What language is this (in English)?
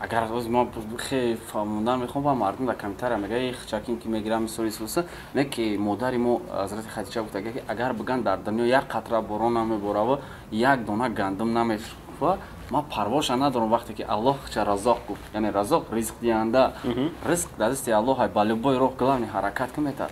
Tajik